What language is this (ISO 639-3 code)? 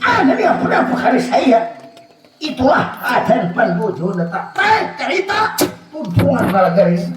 bjn